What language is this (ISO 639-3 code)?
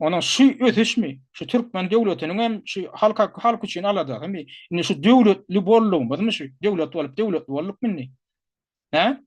tuk